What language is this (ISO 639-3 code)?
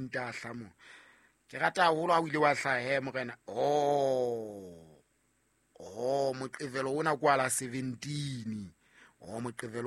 sot